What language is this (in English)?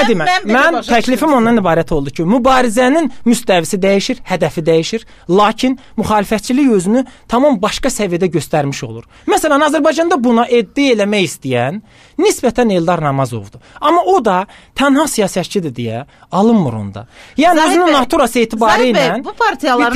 Azerbaijani